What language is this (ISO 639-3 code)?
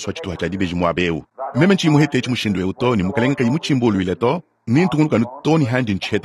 lua